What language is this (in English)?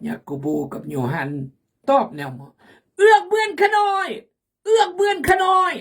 Khmu